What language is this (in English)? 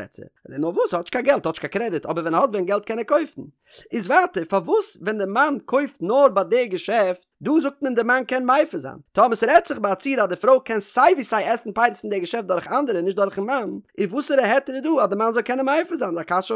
Yiddish